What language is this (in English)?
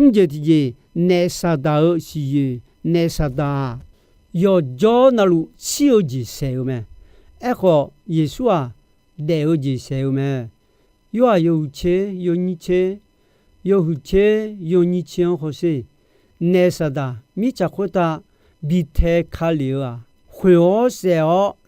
Akha